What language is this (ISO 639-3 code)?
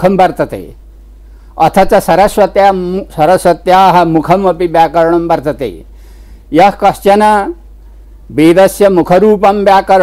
san